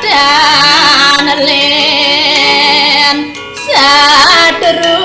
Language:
Balinese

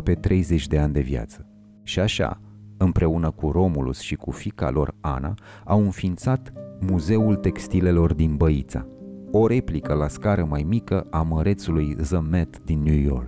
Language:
Romanian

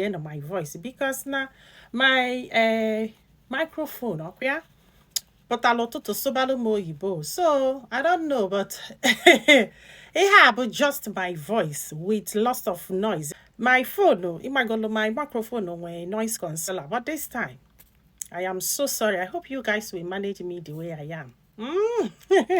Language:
Igbo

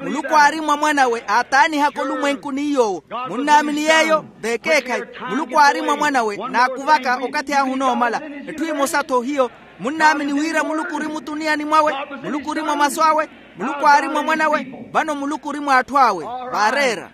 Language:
Makhuwa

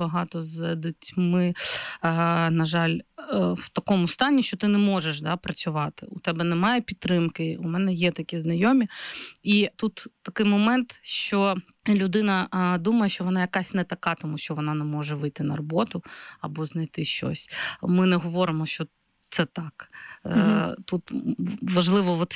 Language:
Ukrainian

